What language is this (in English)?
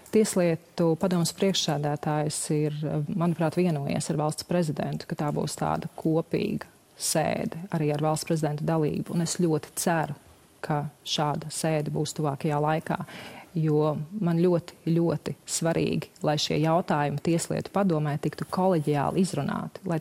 Latvian